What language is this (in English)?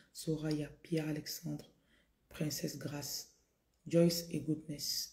French